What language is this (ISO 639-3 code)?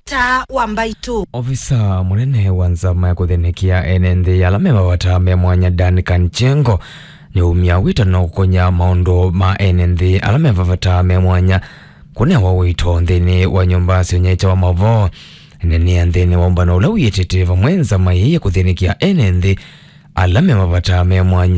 kam